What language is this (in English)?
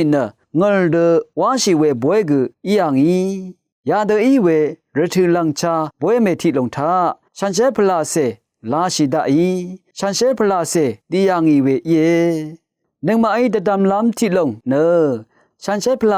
Rawang